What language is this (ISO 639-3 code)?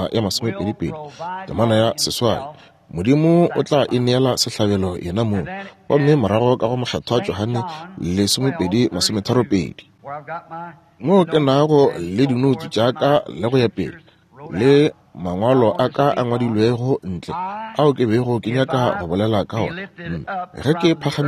nso